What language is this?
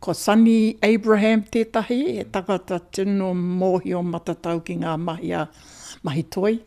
Māori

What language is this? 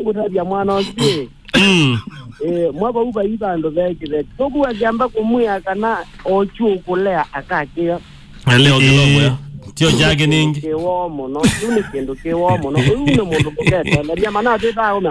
Kamba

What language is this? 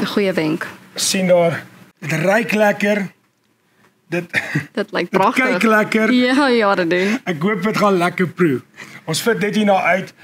Afrikaans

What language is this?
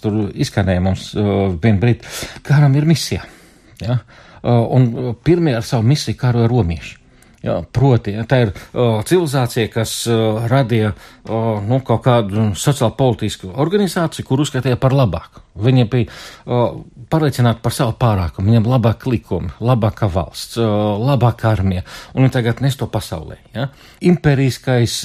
Latvian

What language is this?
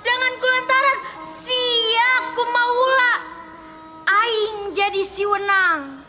Sundanese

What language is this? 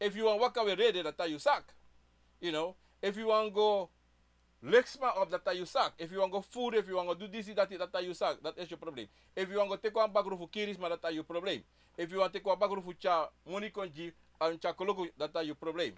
Sranan Tongo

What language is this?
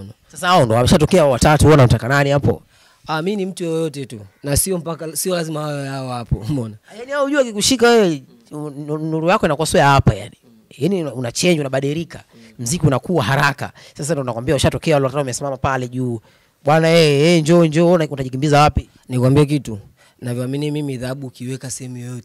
Swahili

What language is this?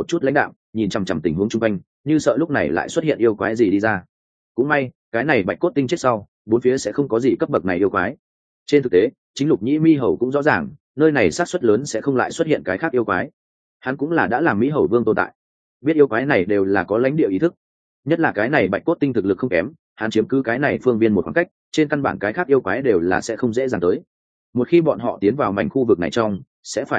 Vietnamese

